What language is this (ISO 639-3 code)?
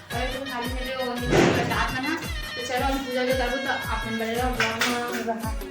hne